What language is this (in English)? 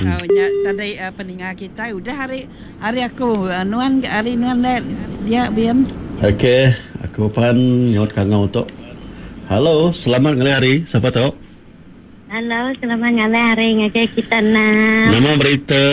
Iban